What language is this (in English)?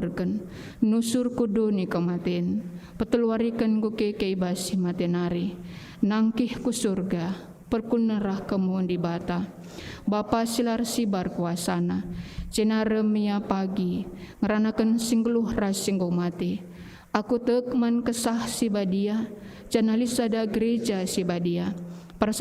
Batak Karo